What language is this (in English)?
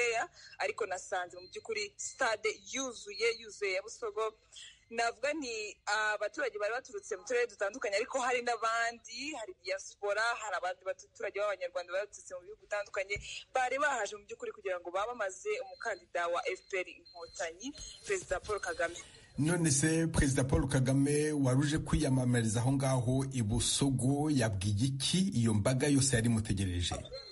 Kinyarwanda